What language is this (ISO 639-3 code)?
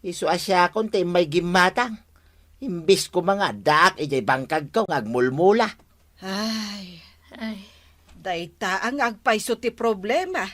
ilo